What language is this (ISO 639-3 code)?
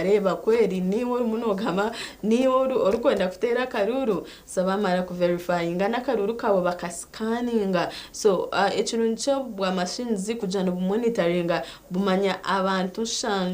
nyn